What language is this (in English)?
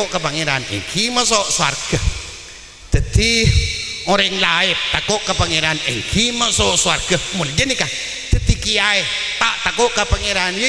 Madurese